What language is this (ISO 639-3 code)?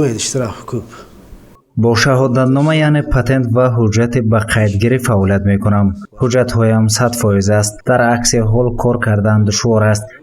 tgk